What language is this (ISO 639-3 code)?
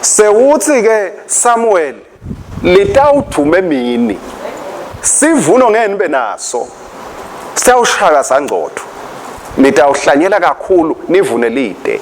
ssw